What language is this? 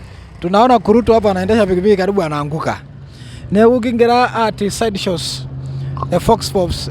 Masai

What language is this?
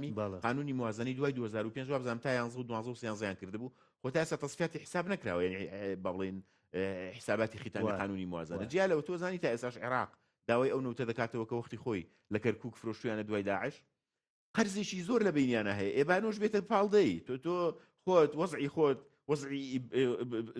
Central Kurdish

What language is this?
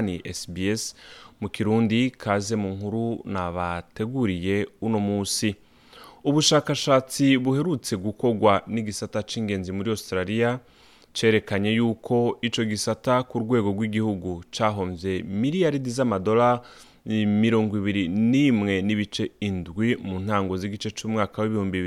Rundi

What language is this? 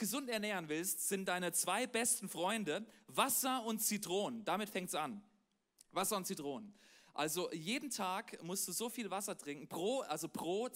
Swiss German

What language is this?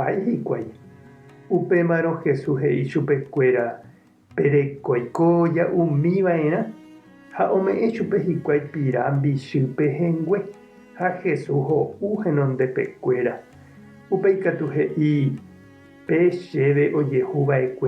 Guarani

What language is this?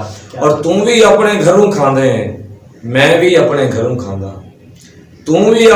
Saraiki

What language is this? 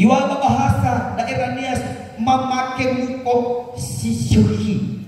Nias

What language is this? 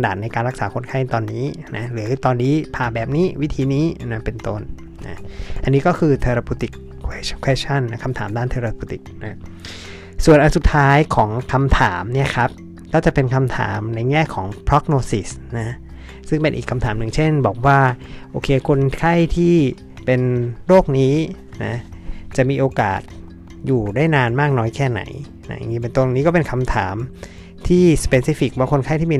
Thai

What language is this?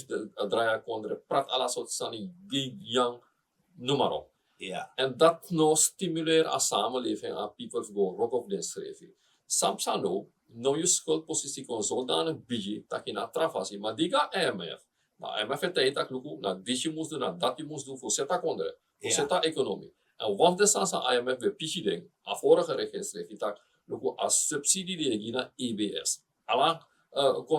Sranan Tongo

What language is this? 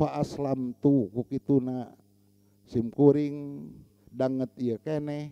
Sundanese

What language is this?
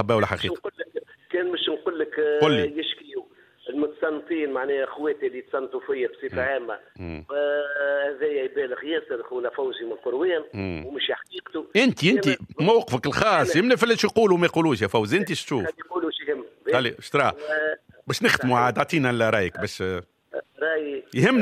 Tunisian Arabic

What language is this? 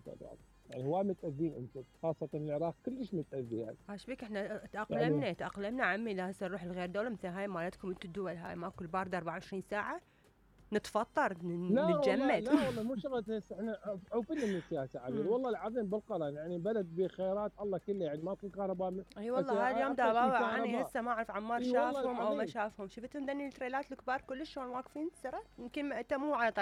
Mesopotamian Arabic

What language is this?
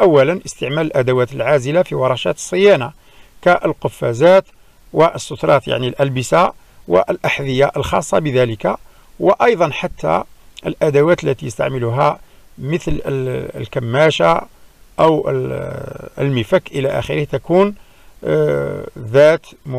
Algerian Arabic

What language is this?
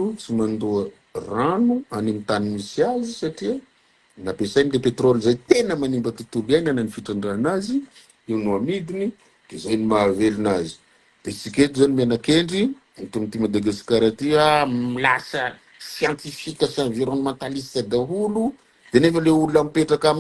Malagasy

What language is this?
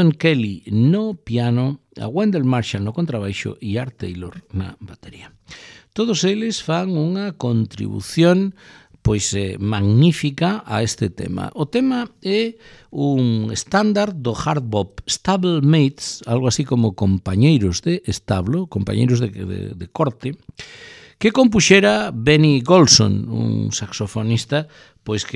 Galician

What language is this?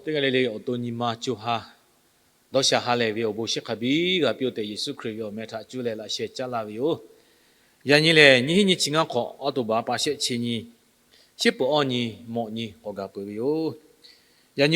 Lahu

